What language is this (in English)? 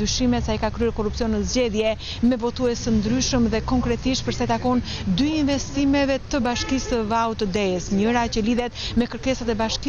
Albanian